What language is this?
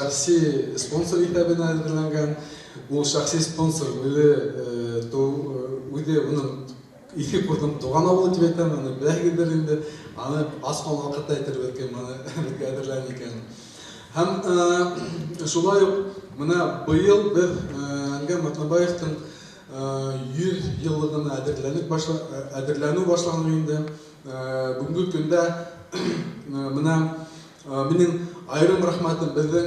Bashkir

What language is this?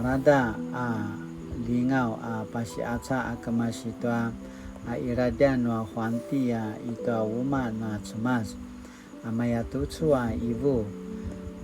Paiwan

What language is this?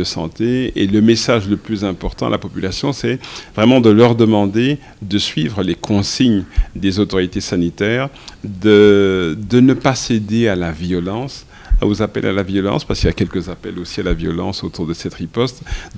French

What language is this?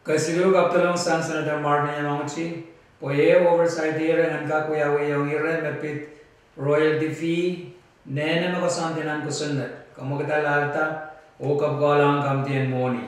Pohnpeian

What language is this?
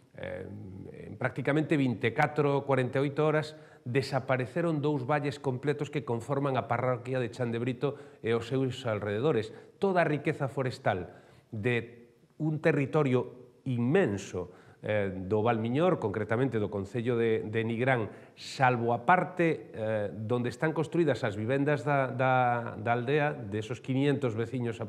Galician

